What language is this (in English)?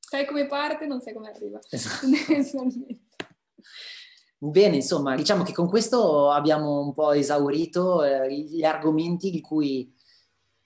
Italian